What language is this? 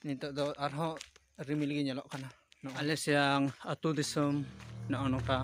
Santali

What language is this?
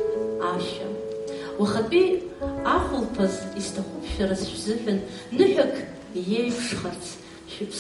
Abkhazian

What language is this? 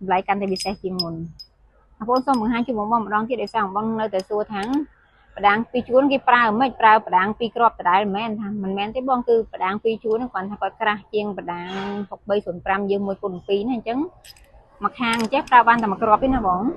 Khmer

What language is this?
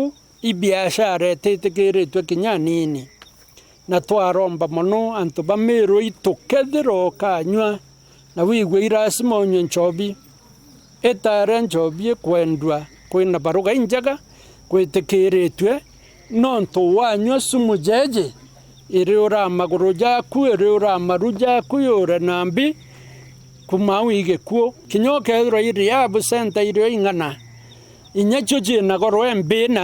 Meru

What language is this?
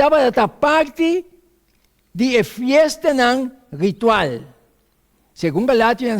Papiamento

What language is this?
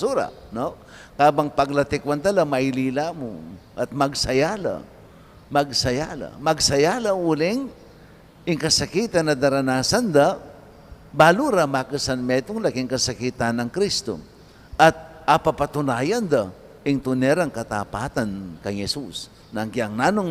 Pampanga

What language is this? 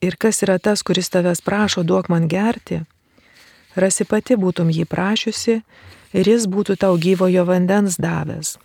Lithuanian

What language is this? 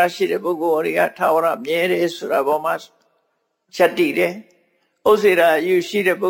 Burmese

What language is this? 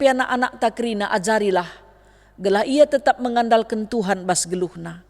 Batak Karo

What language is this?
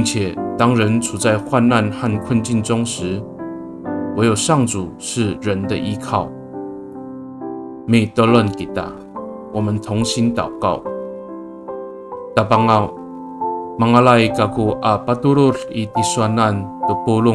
Amis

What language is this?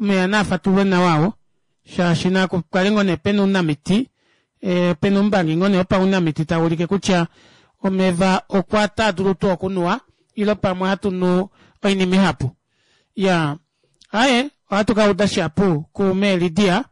Kuanyama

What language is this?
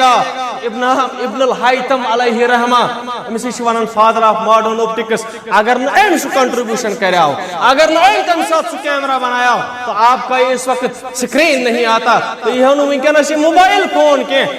Kashmiri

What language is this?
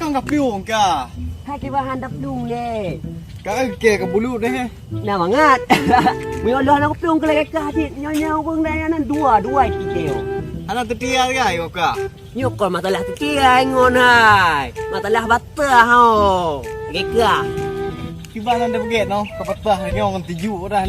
Achinese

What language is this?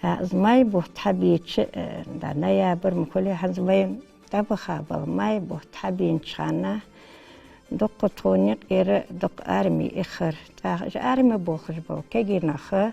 Ingush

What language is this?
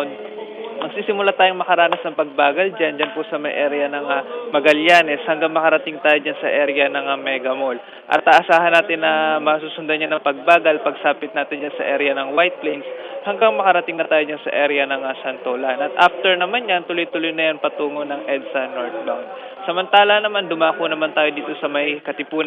Filipino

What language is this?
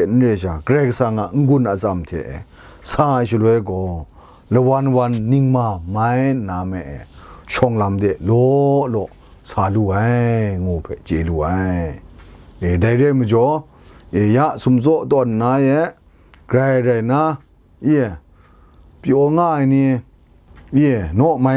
Kachin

